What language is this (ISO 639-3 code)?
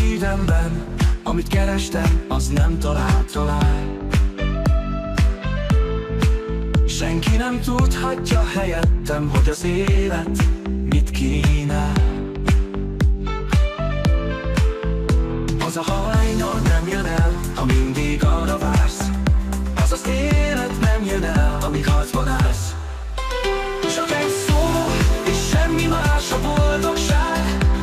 hun